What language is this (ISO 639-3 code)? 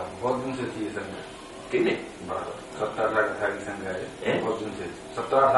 guj